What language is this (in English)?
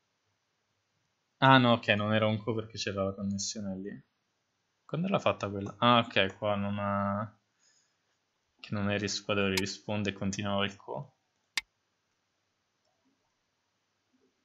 Italian